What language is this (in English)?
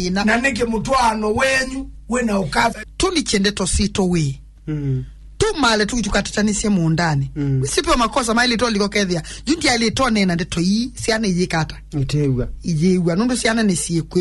Kamba